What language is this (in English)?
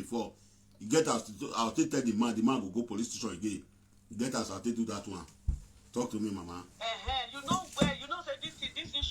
Nigerian Pidgin